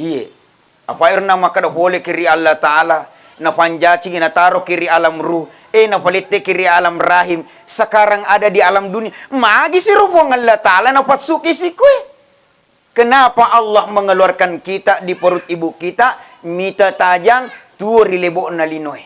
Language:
Buginese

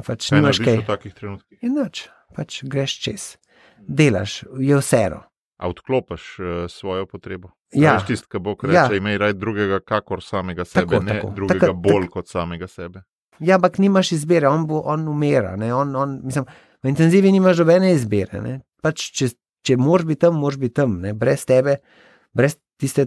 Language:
Slovenian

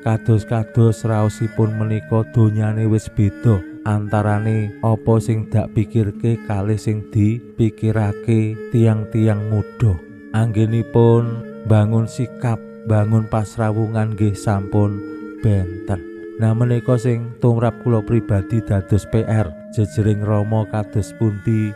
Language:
Javanese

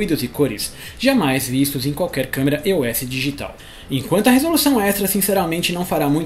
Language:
Portuguese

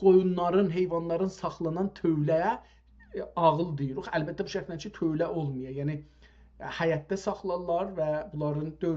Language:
South Azerbaijani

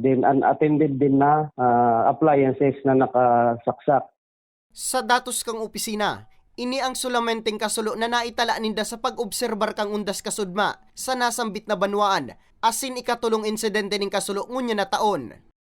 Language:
Bikol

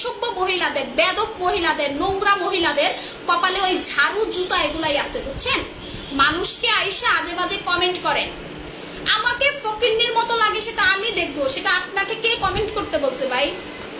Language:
Bangla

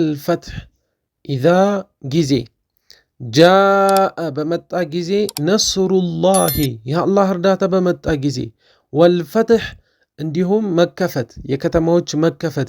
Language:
Amharic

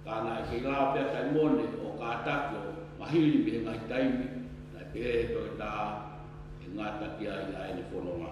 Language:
Tongan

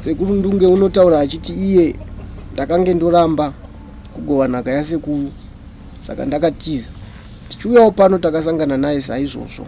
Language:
Shona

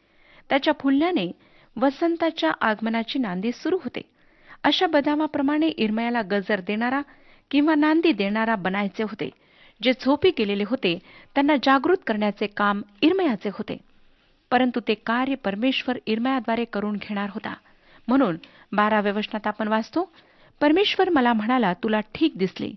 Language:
Marathi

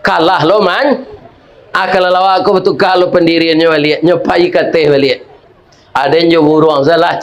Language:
Minangkabau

